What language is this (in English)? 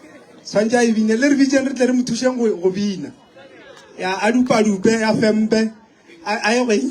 Northern Sotho